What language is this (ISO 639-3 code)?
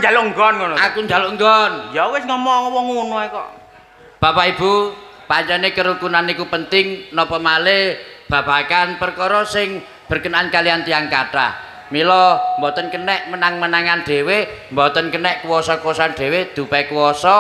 jav